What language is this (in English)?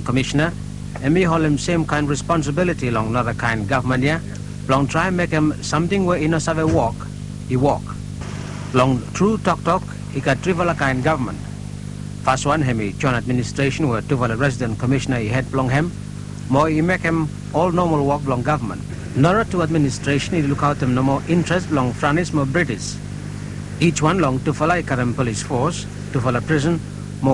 Bislama